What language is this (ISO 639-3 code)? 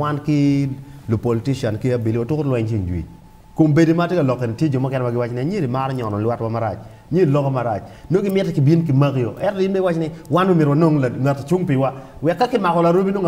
ach